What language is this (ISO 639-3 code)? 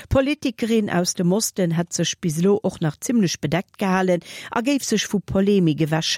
ltz